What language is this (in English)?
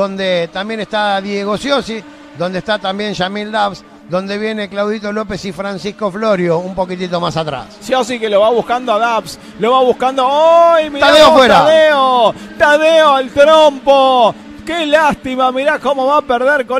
Spanish